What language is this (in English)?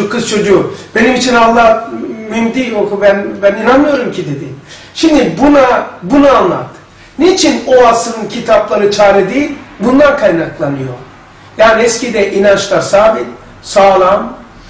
Turkish